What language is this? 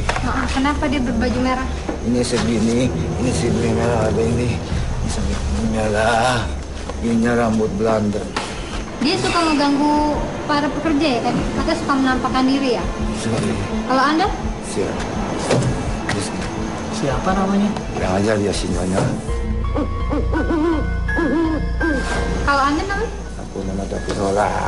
Indonesian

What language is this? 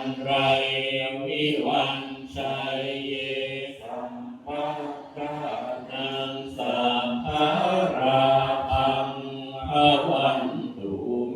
Pali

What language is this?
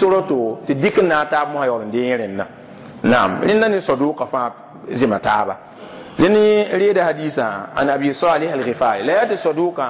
Mossi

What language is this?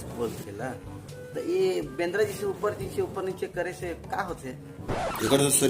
Chhattisgarhi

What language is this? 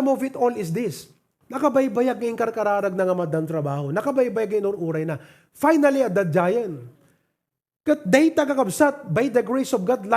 Iloko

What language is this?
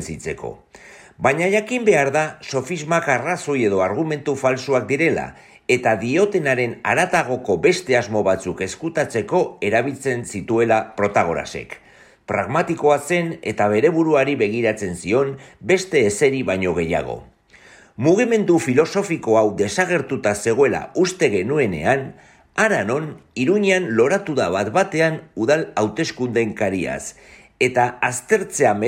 Basque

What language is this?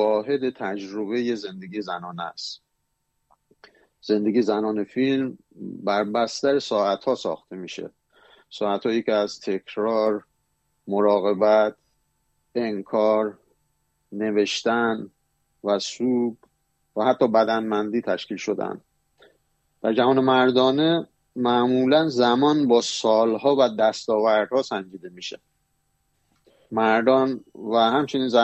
Persian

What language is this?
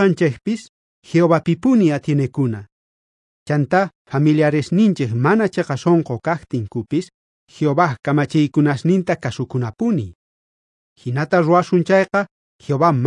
South Bolivian Quechua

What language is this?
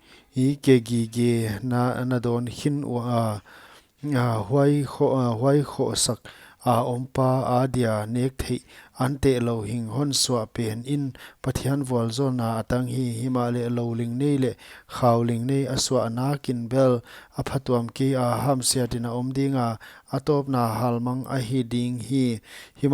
Paite Chin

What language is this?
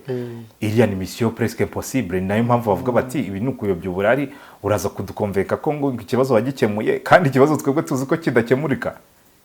Kinyarwanda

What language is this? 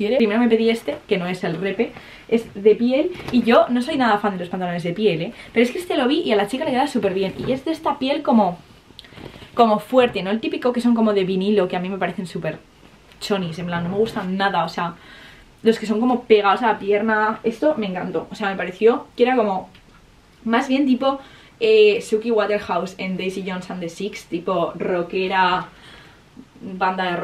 Spanish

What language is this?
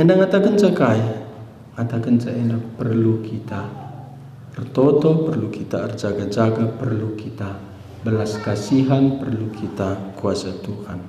Batak Karo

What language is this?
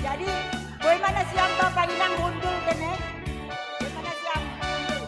Batak Simalungun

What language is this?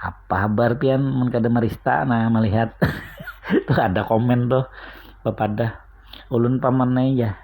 Banjar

